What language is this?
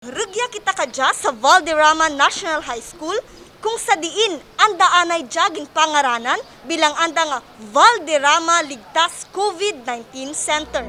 Kinaray-a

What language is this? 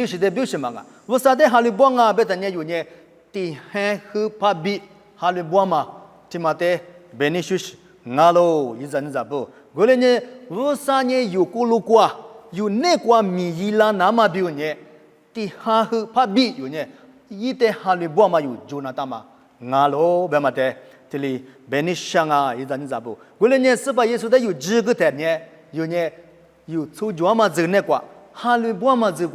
Lisu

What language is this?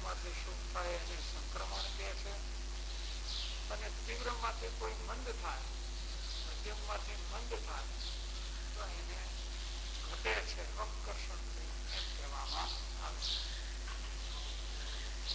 Gujarati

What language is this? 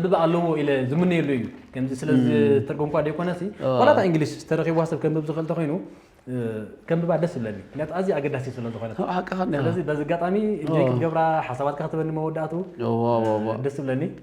Tigrinya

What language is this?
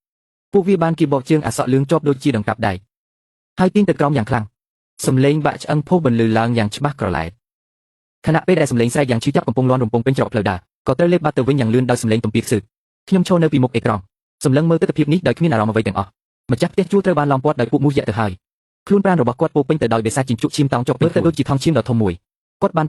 Khmer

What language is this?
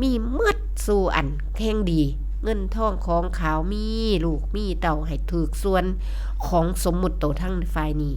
Northeastern Thai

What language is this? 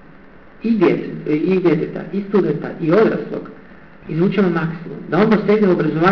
Croatian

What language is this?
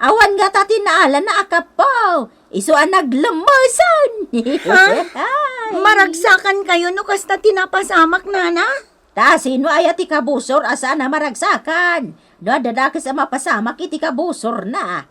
Iloko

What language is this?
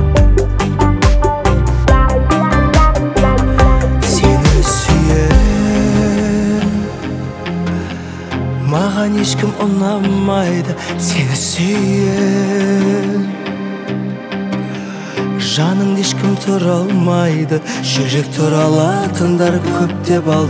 Kazakh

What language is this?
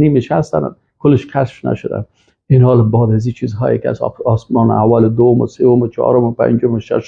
Persian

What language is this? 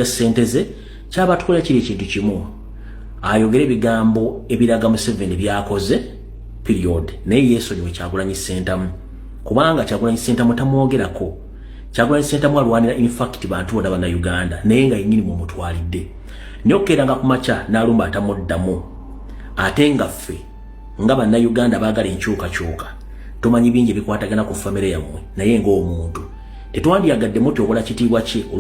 Ganda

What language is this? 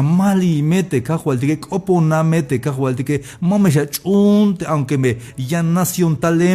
Tzeltal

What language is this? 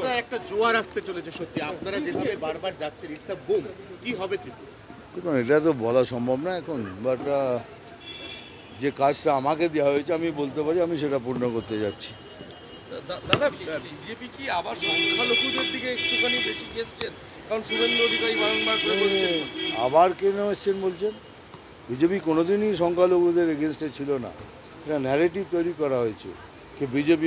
Bangla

